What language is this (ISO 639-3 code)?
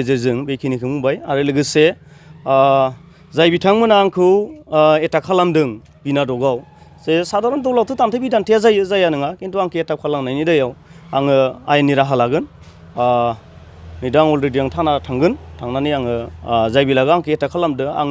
brx